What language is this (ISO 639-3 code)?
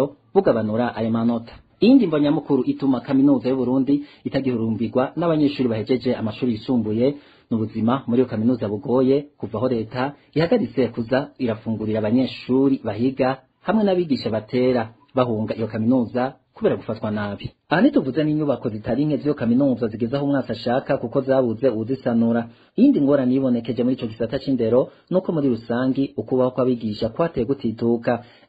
run